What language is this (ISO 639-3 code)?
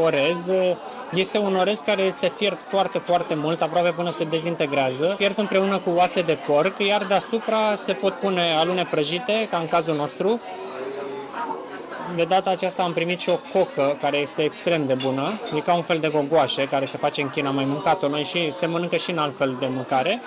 ron